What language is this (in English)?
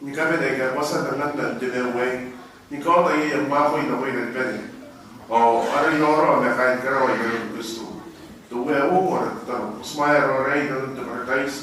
Gilbertese